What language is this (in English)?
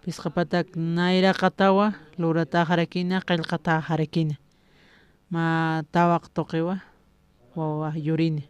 Aymara